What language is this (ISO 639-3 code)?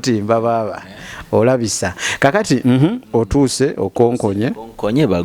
lug